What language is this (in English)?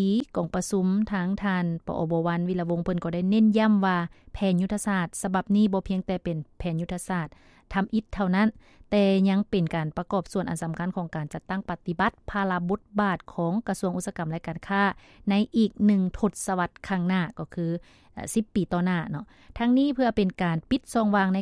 Lao